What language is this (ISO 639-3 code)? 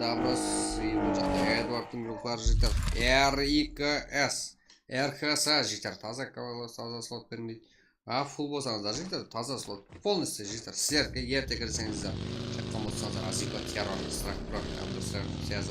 kaa